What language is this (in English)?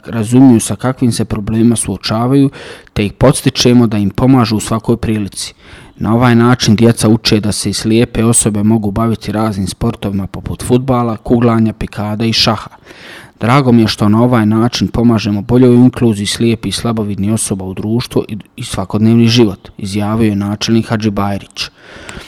Bosnian